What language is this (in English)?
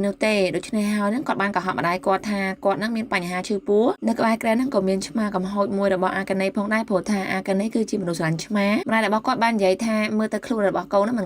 Khmer